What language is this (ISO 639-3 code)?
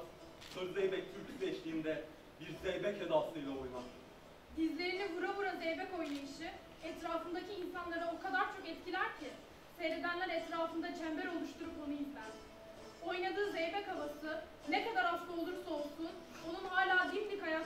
tur